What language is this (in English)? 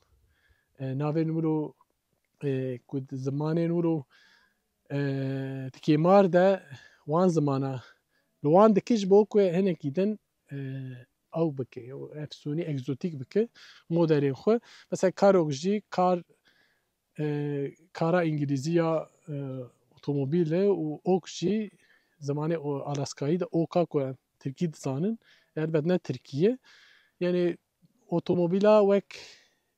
Kurdish